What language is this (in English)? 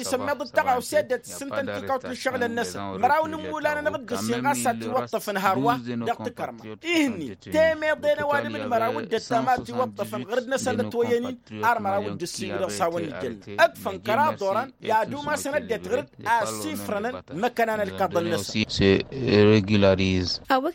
Tamasheq